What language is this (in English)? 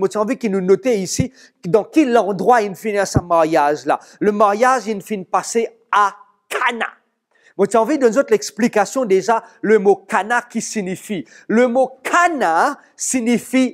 Morisyen